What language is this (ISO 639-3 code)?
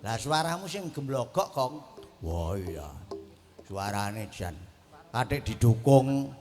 jav